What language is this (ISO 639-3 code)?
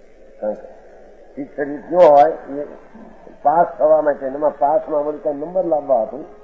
guj